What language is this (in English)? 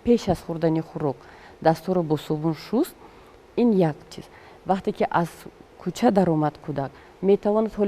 Tajik